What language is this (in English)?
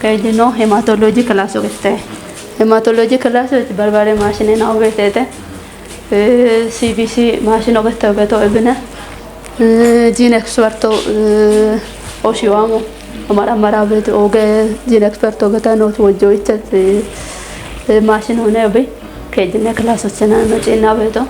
Kafa